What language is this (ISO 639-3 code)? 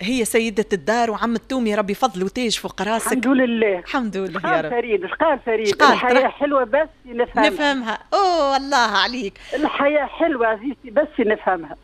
aeb